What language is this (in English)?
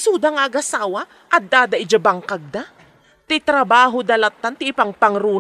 Iloko